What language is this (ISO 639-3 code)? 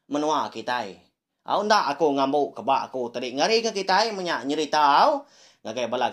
iba